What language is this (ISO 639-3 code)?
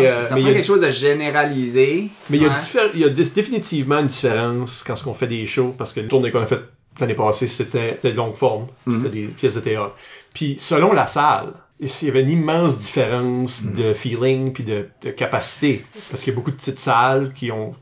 fra